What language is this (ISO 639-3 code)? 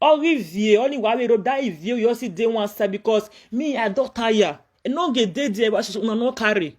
pcm